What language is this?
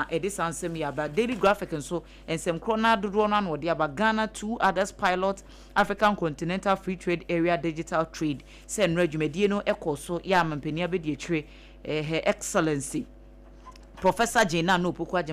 Akan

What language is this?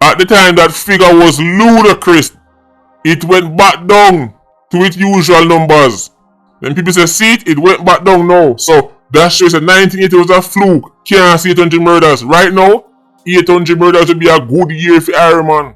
Jamaican Creole English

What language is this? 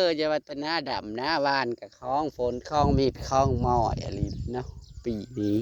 Northeastern Thai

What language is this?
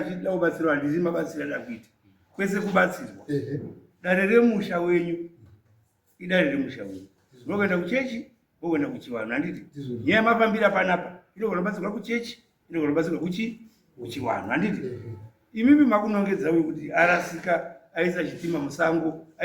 Shona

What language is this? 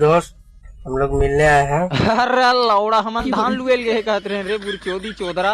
Chhattisgarhi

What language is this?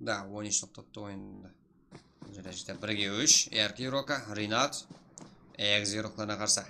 Kara-Kalpak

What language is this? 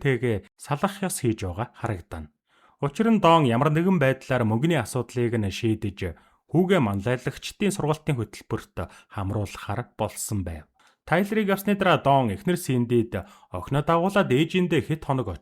Mongolian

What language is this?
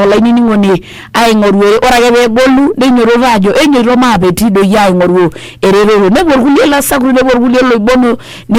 Masai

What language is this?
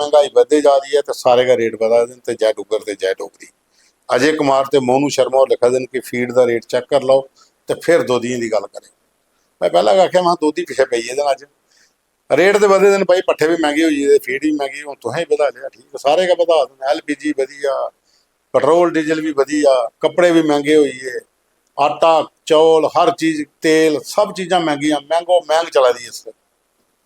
Dogri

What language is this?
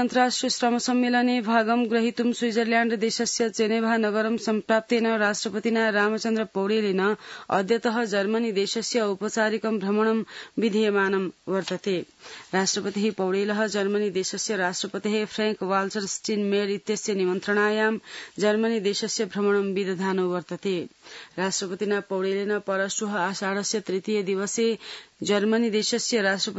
Sanskrit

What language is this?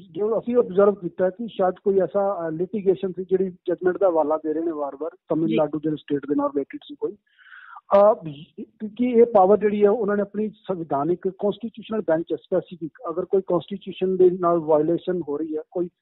Punjabi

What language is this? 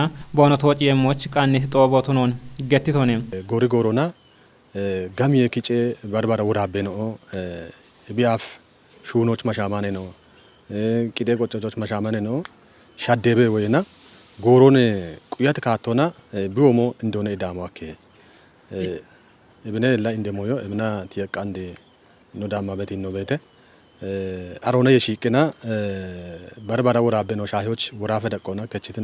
Kafa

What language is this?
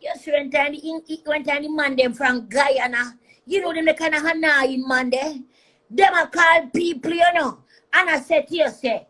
Jamaican Creole English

